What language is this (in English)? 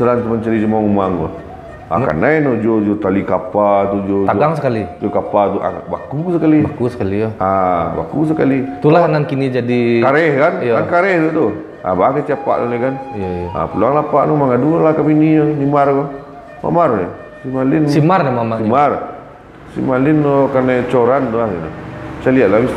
Minangkabau